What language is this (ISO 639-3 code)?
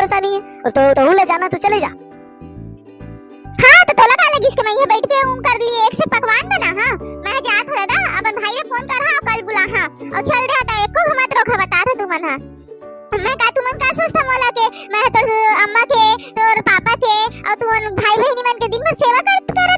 hne